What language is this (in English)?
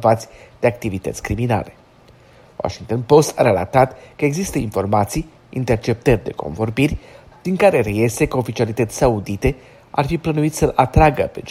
Romanian